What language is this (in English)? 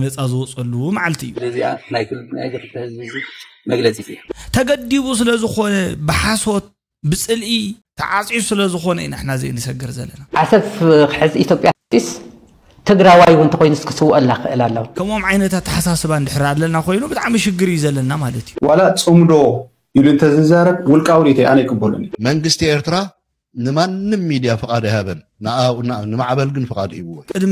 Tigrinya